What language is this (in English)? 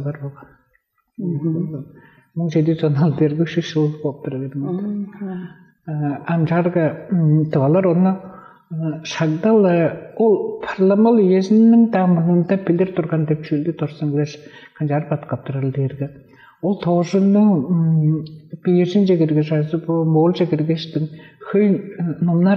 Tuvinian